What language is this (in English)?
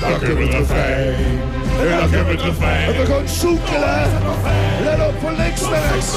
Limburgish